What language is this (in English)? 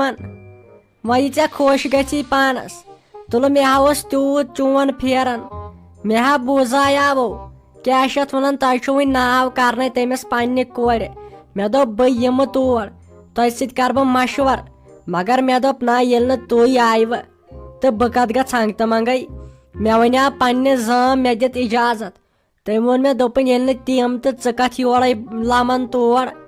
Kashmiri